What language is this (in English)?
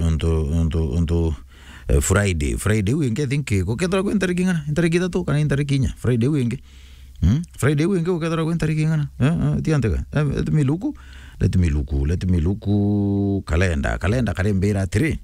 Meru